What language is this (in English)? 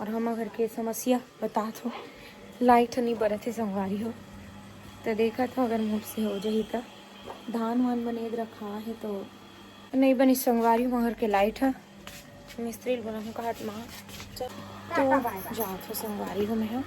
Chhattisgarhi